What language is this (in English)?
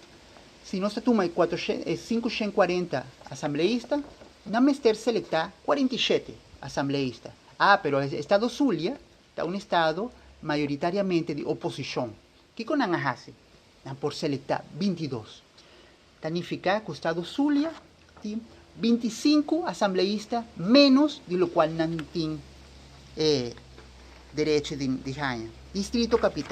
Papiamento